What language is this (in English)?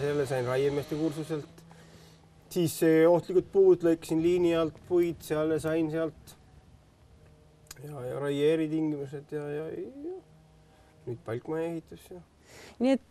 Estonian